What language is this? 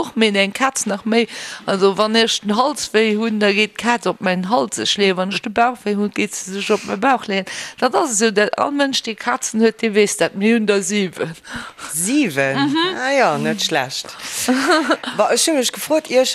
Luxembourgish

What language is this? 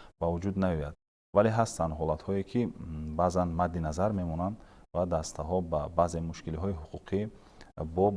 Tajik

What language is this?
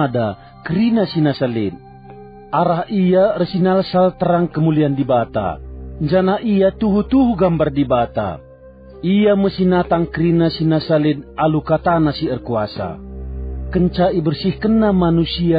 Batak Karo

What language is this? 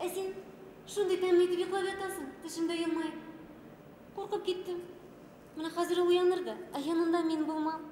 Bashkir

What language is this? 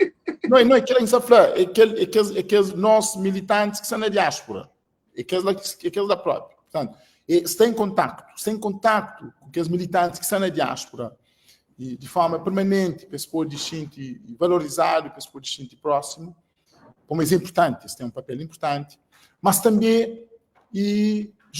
Kabuverdianu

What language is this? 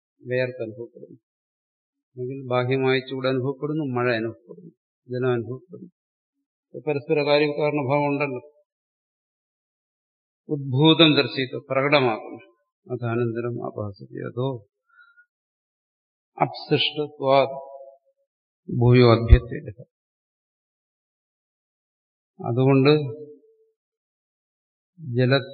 Malayalam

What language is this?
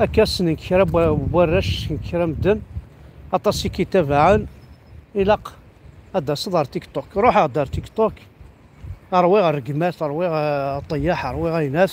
Kabyle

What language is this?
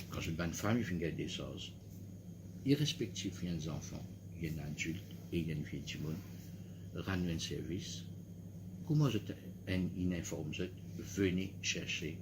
Morisyen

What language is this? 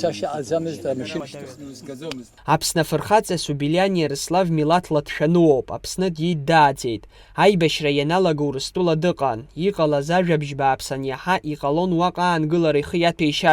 Abkhazian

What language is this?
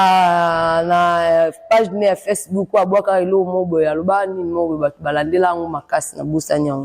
Lingala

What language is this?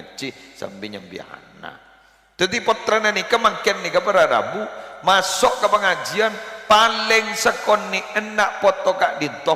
Madurese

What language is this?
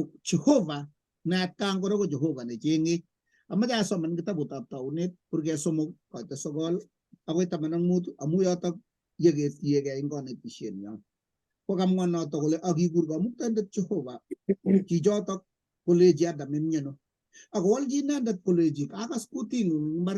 Kalenjin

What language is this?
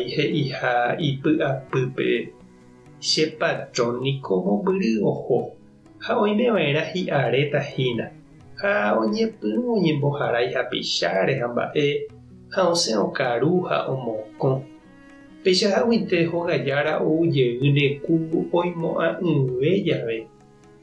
Guarani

